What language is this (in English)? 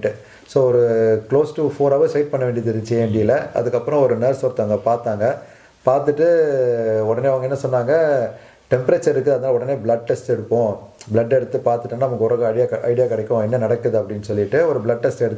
Tamil